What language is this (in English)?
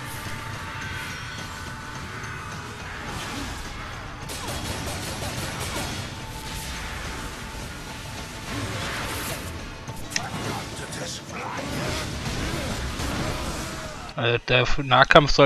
German